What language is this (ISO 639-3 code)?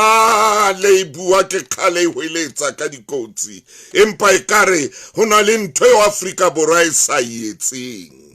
sot